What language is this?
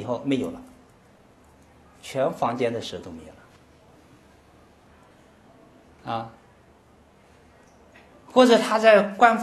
Chinese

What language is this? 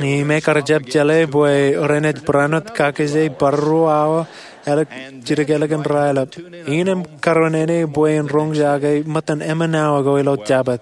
Marshallese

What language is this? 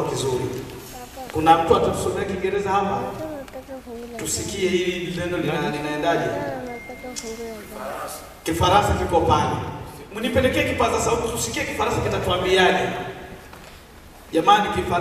Swahili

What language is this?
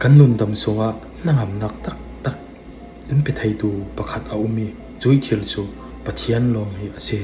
Falam Chin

